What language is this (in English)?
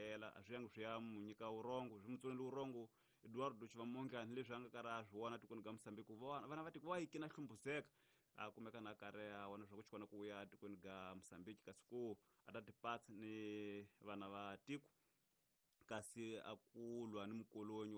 Tsonga